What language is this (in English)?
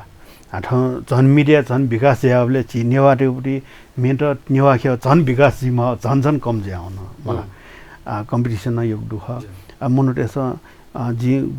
Newari